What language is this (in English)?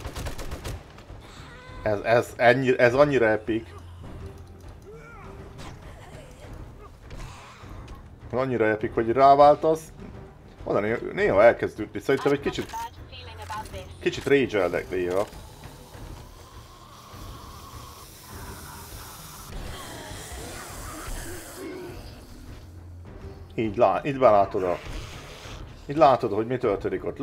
Hungarian